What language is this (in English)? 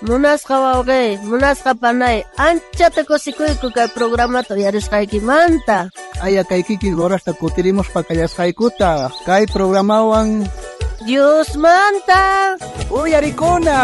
South Bolivian Quechua